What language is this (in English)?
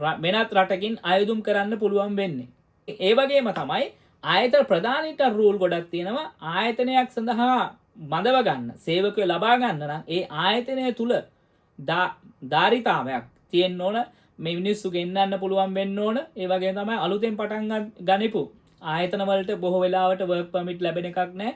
Sinhala